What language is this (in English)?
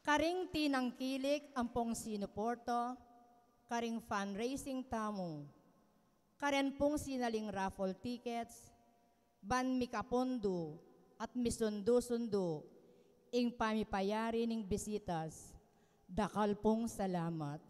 Pampanga